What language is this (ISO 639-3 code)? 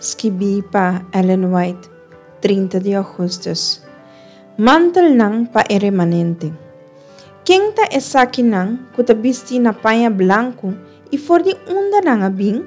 pap